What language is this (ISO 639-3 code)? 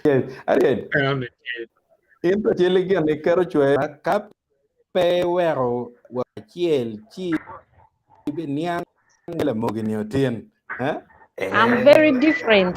ach